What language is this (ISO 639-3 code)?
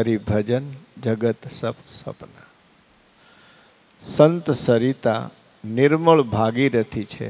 guj